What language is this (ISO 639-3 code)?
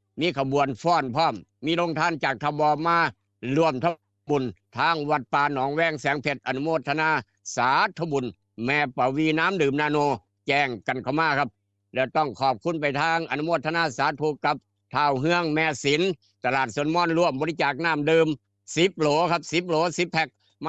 tts